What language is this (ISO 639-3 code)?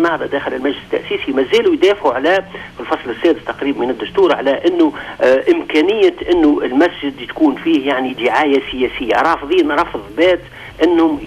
aeb